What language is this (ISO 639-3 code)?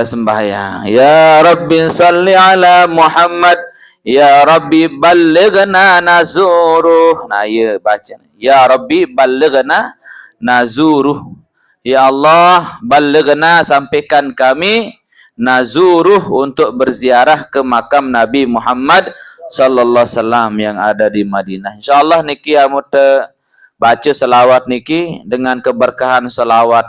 sas